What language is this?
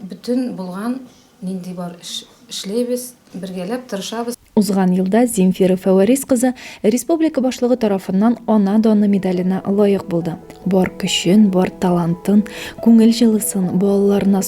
Tatar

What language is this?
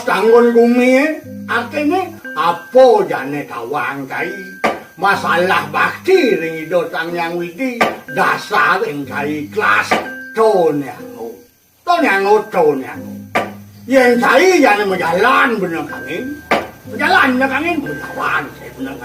Balinese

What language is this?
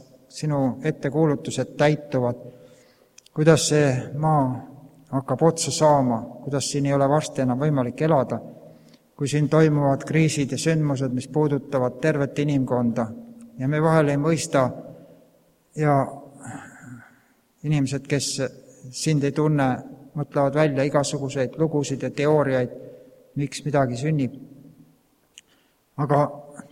Estonian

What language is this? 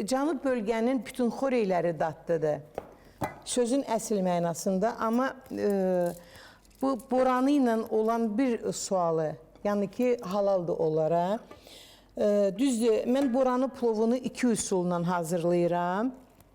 Azerbaijani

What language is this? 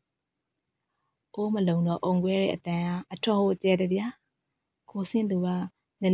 Burmese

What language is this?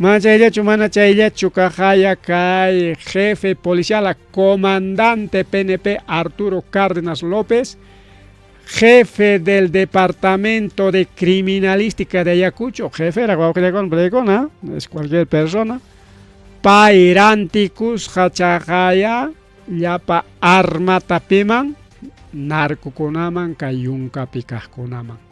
Ayacucho Quechua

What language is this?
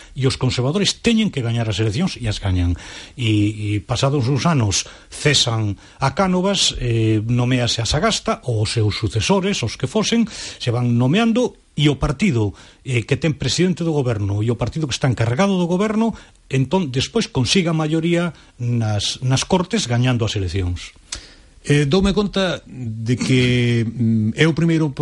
Galician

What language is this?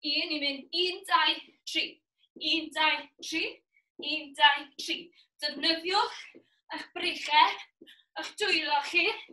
Welsh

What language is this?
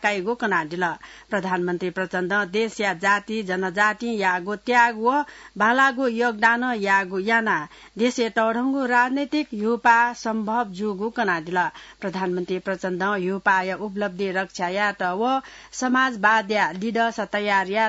Newari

